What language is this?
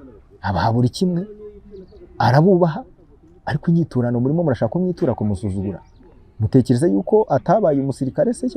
Kinyarwanda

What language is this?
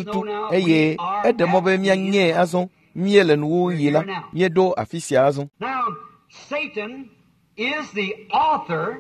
Ewe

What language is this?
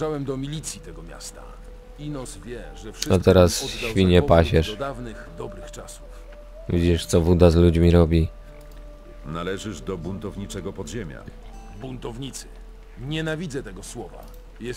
Polish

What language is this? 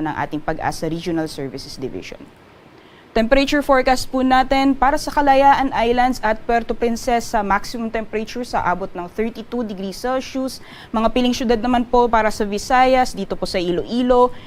Bikol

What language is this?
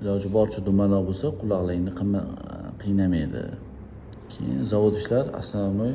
Uzbek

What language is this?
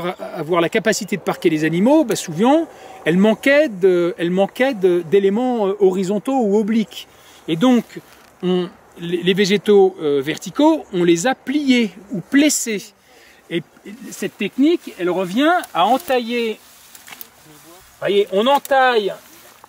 French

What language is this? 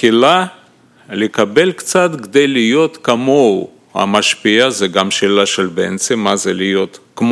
Hebrew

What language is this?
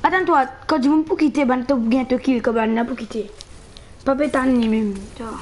Morisyen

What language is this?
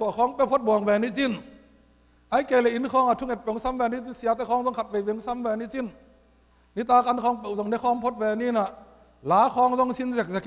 Tedim Chin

